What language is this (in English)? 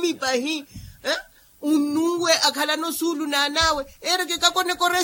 Makhuwa